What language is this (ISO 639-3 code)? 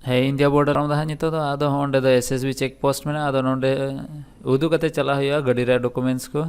sat